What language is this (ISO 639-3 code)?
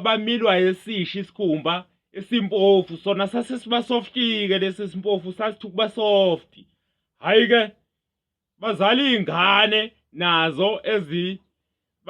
zul